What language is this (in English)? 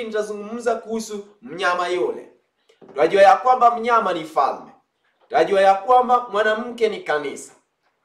Swahili